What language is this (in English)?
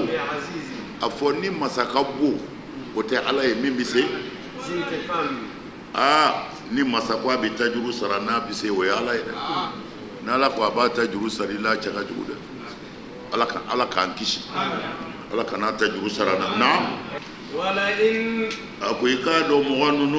Bambara